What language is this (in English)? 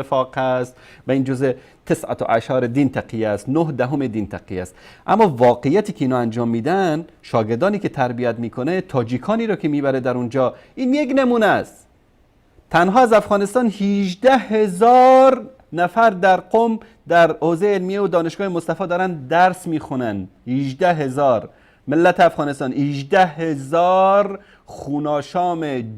Persian